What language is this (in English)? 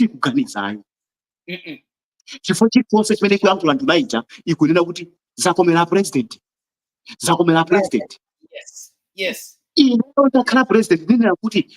Nyanja